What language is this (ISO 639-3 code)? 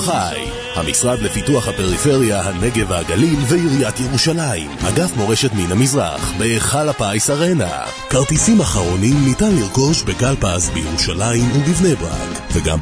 heb